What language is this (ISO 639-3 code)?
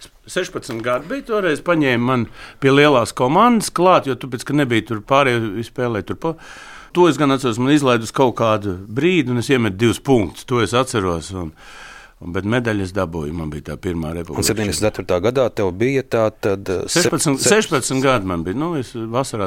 lav